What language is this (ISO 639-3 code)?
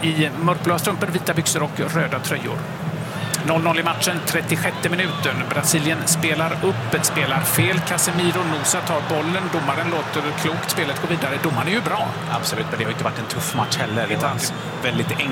swe